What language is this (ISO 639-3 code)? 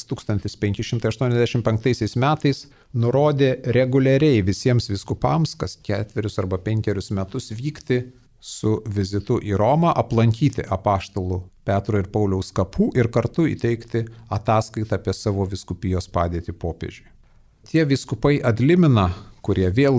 lit